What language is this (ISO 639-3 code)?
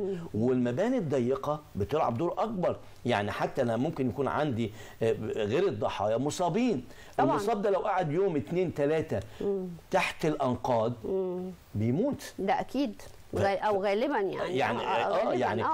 arz